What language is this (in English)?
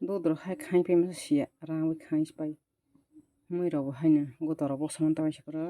Kok Borok